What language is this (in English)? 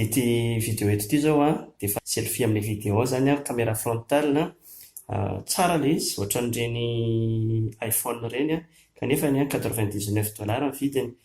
Malagasy